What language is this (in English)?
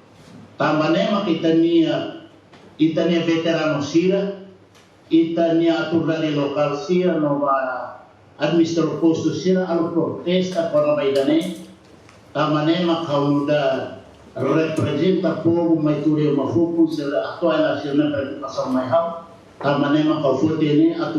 Tetum